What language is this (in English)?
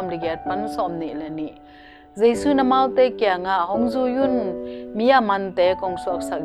Tedim Chin